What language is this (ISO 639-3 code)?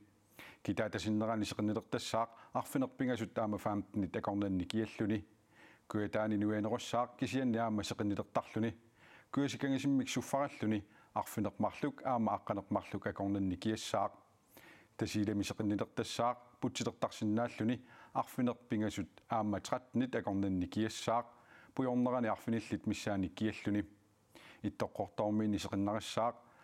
kal